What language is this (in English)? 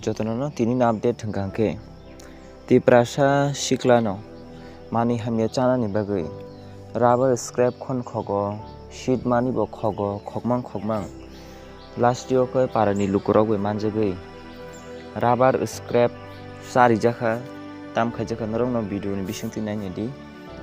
Kok Borok